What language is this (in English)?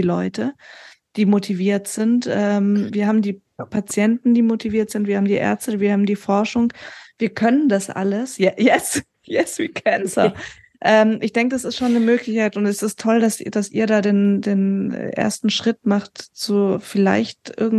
German